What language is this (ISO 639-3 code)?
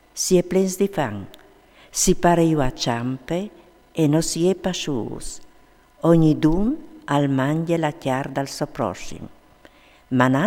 fur